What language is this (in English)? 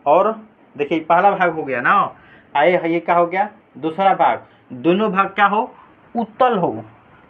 Hindi